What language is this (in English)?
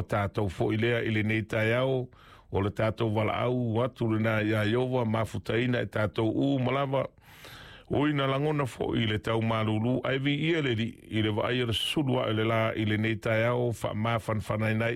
Samoan